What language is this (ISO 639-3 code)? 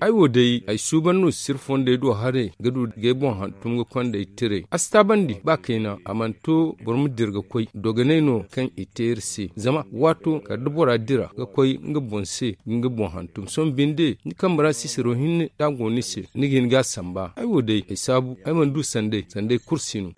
dje